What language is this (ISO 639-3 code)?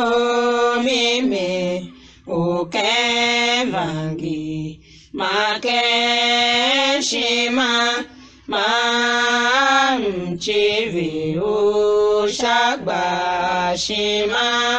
tiv